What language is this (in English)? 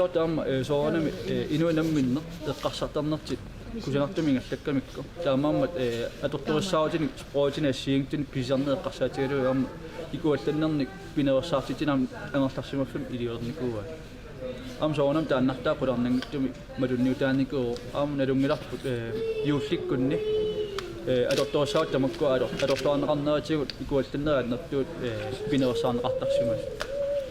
Kalaallisut